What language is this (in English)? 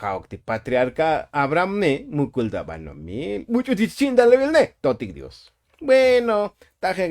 Tzotzil